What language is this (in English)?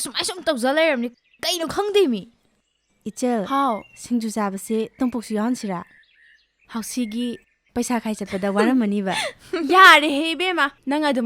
Manipuri